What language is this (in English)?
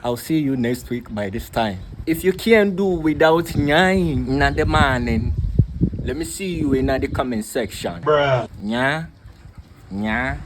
Jamaican Creole English